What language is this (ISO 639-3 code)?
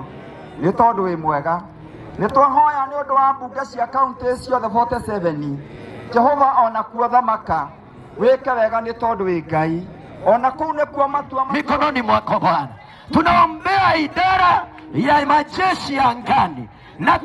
kik